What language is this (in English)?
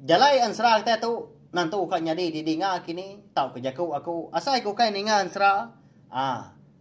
Iban